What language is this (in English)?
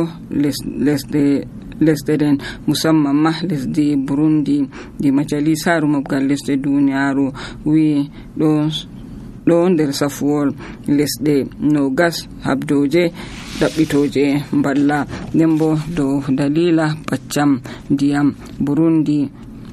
Nigerian Fulfulde